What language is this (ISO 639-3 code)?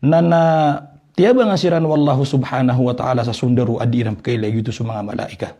mrw